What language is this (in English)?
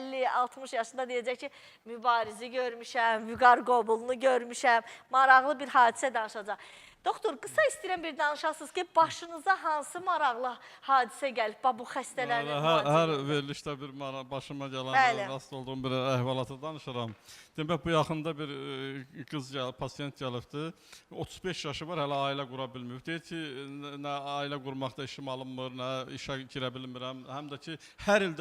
Azerbaijani